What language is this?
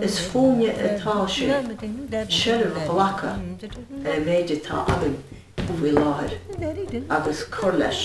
Irish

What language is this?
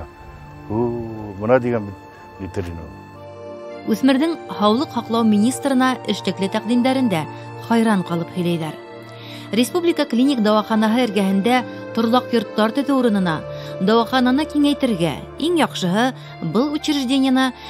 Bashkir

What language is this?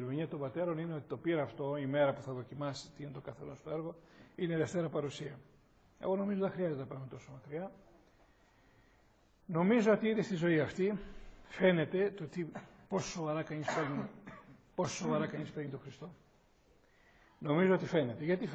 Greek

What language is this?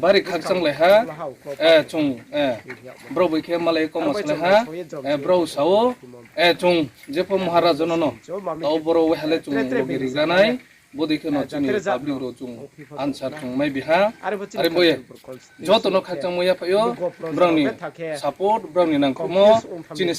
Riang (India)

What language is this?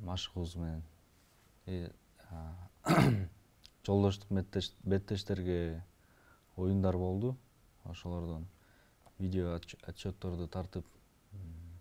Kyrgyz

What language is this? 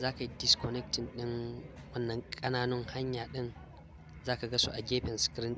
Hausa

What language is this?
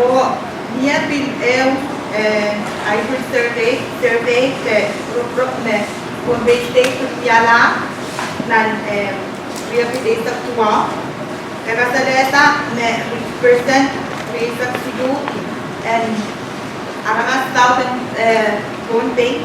Pohnpeian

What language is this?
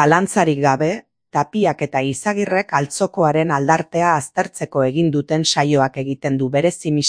Basque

